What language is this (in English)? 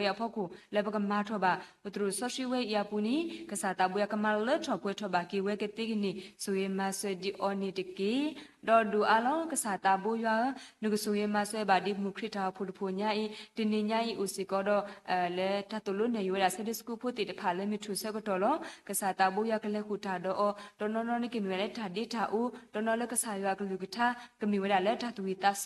S'gaw Karen